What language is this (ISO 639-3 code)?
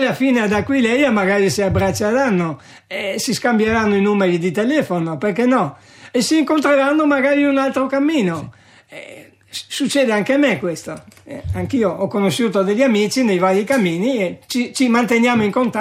ita